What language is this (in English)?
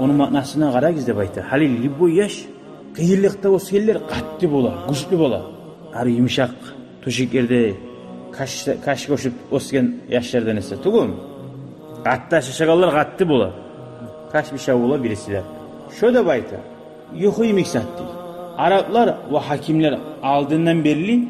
Kumyk